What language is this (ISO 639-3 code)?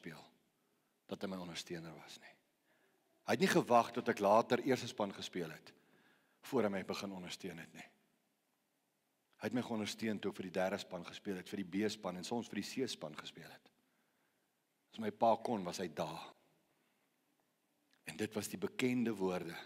afr